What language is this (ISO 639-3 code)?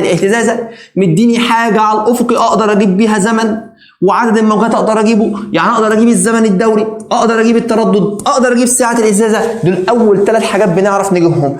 arz